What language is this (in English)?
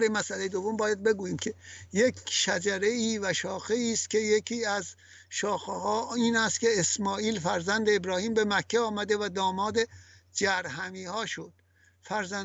Persian